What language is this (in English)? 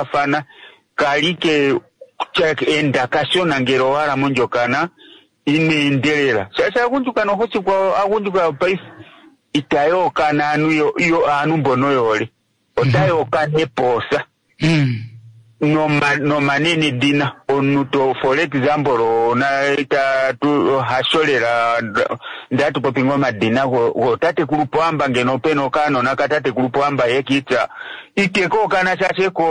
Kuanyama